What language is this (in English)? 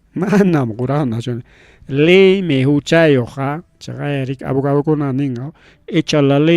Ayacucho Quechua